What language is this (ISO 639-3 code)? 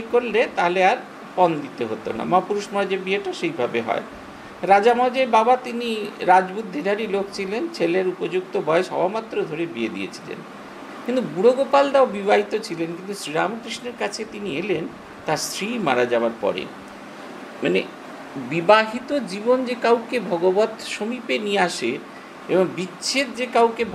ben